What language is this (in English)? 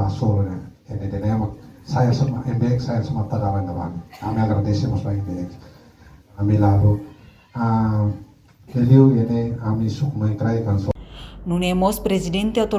Tetum